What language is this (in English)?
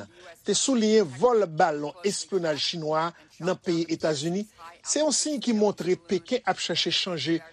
Haitian Creole